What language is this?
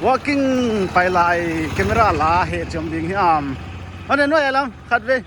Paite Chin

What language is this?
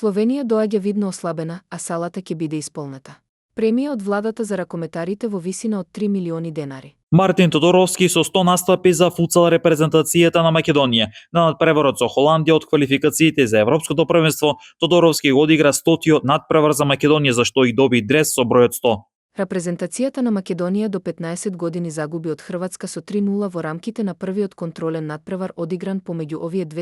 Macedonian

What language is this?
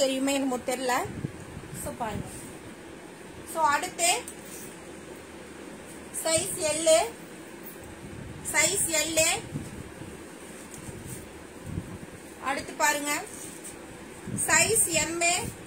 Tamil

